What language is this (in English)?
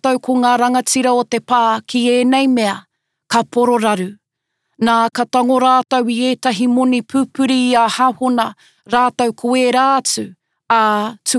Māori